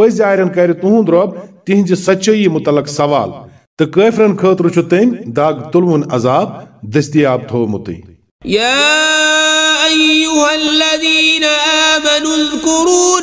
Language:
Kashmiri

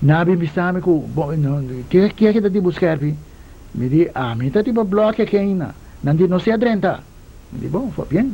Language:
Papiamento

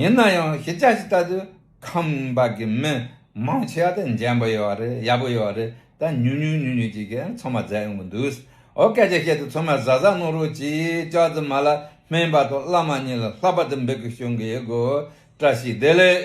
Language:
Tibetan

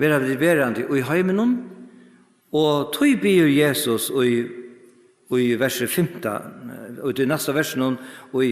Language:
Faroese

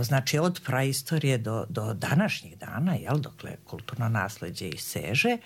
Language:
Croatian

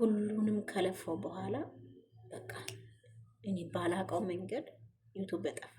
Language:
Amharic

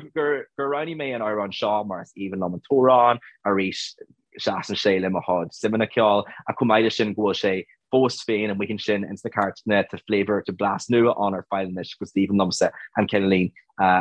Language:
Irish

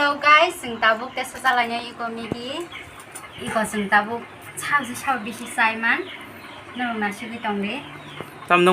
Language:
Kok Borok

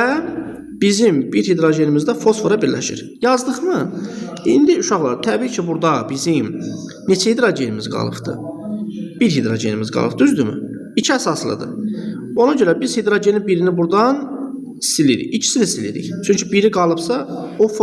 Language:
Azerbaijani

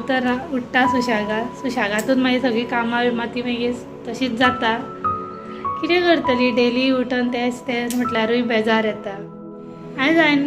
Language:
Konkani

